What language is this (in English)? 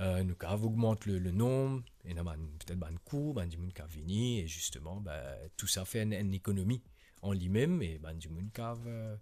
Morisyen